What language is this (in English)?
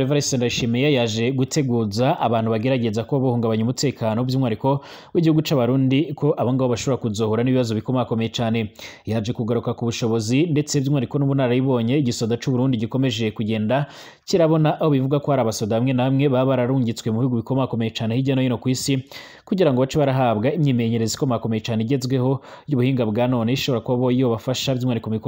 Rundi